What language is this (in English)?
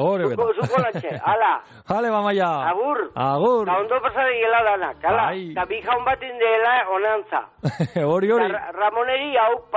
Basque